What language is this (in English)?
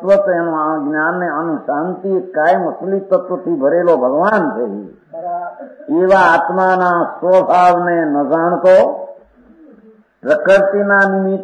Gujarati